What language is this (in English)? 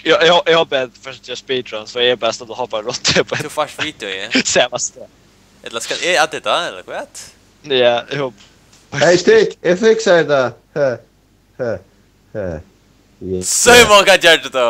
Faroese